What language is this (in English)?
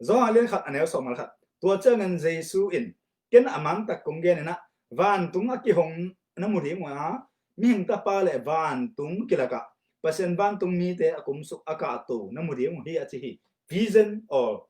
Tedim Chin